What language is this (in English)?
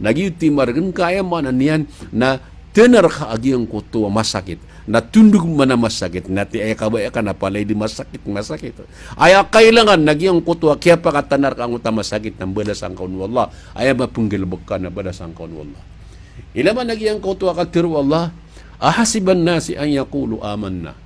Maranao